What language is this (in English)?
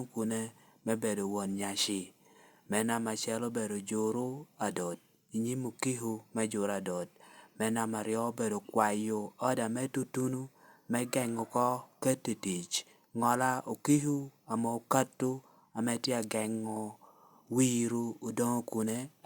Lango (Uganda)